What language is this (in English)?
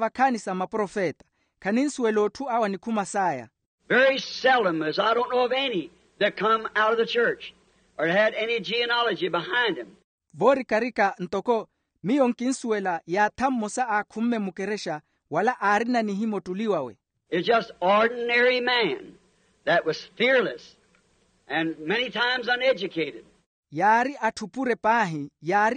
Makhuwa